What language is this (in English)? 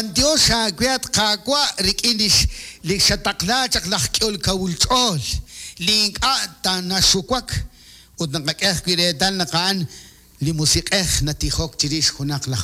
Kekchí